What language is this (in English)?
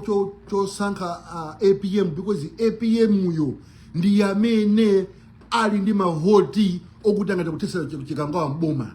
Nyanja